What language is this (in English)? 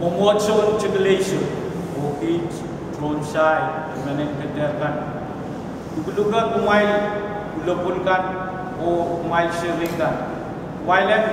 Pohnpeian